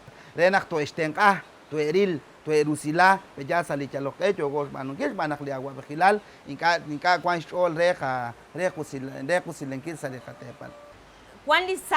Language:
Kekchí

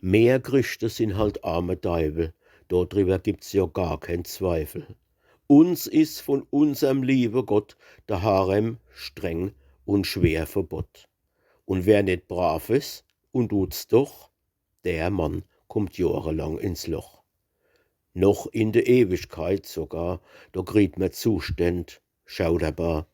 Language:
Palatine German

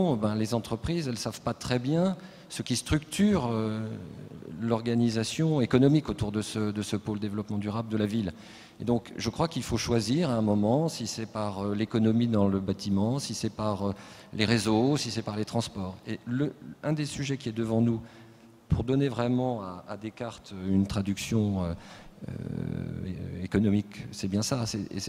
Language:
French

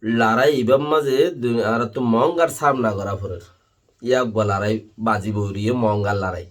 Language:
Rohingya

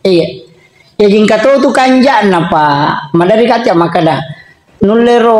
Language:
Buginese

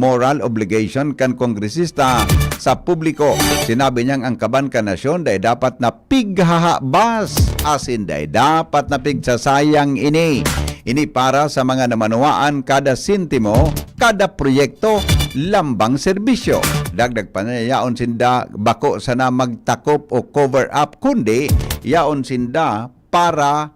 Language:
Bikol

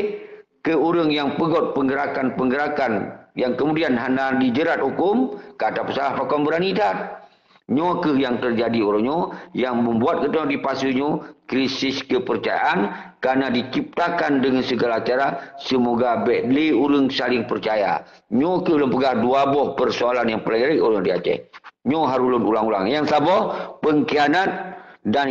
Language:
Achinese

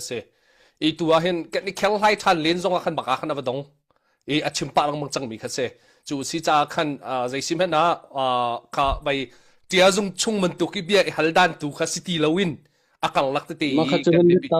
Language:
Hakha Chin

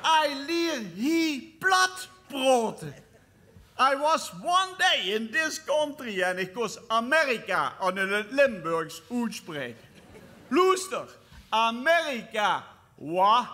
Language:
Limburgish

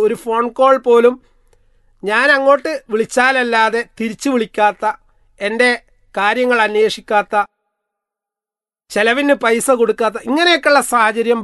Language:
Malayalam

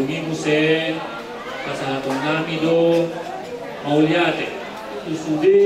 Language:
Batak Toba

